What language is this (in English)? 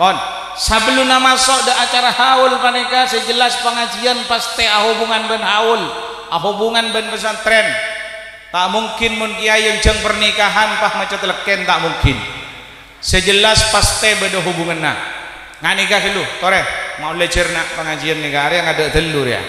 Madurese